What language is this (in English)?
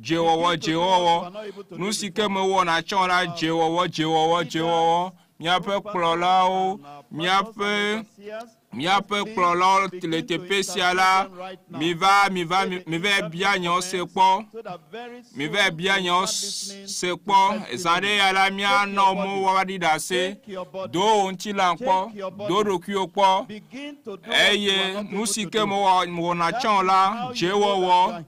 Ewe